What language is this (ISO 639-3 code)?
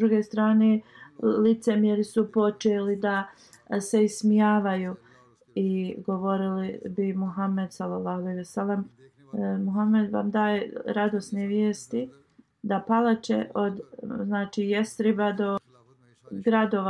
bos